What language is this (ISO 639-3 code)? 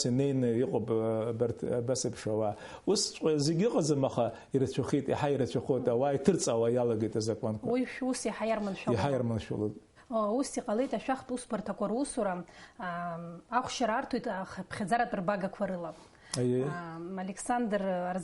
abk